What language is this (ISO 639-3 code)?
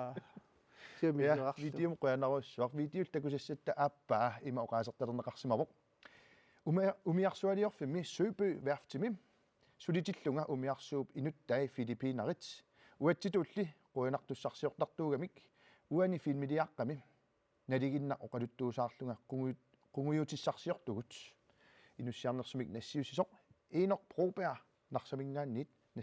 kal